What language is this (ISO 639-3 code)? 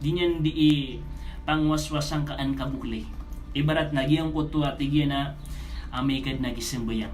mrw